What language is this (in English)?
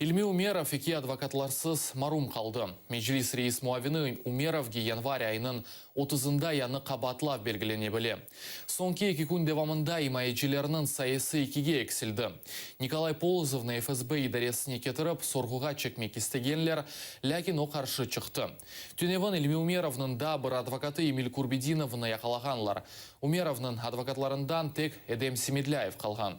Crimean Tatar